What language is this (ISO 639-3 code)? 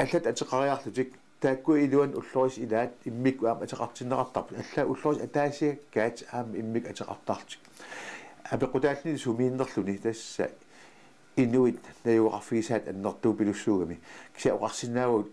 kal